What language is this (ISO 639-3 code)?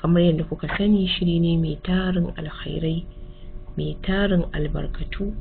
hau